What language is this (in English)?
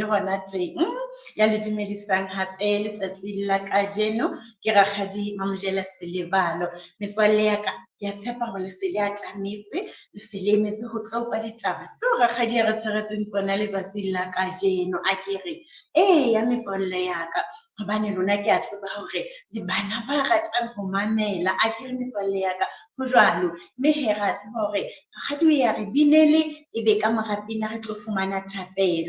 Southern Sotho